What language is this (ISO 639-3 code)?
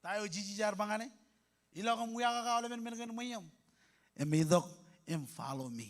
mah